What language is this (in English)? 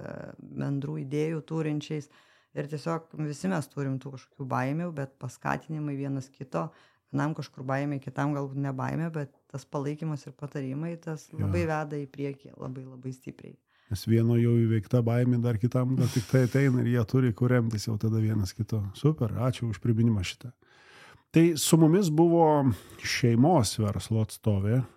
Lithuanian